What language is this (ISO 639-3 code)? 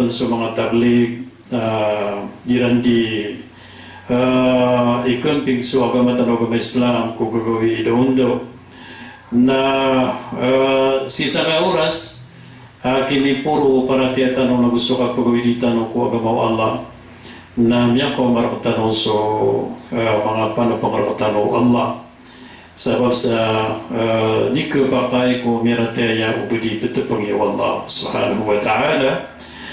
mrw